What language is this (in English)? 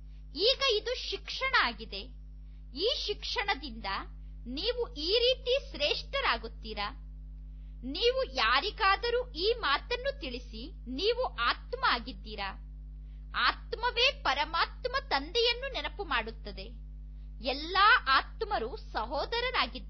Kannada